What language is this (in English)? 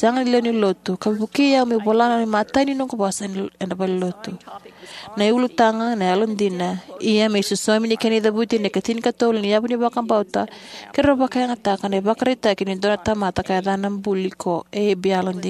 Fijian